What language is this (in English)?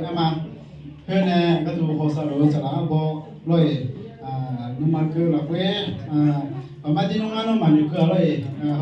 Akha